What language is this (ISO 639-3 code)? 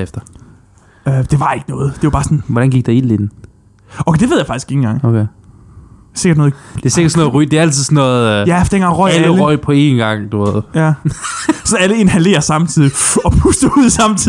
dan